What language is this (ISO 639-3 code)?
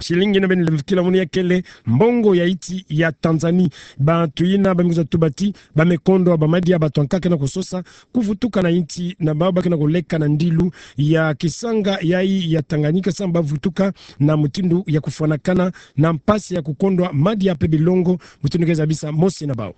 ktu